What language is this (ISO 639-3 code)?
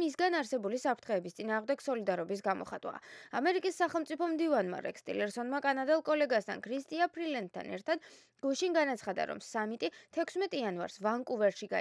kat